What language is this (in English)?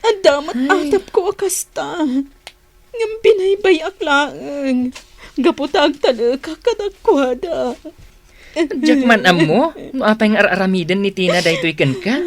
Iloko